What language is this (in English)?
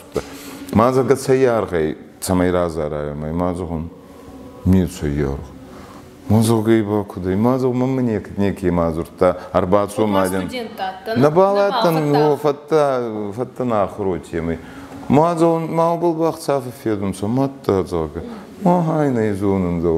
Ossetic